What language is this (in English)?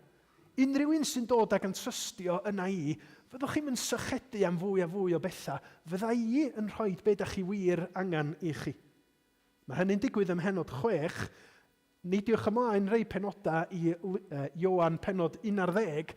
Welsh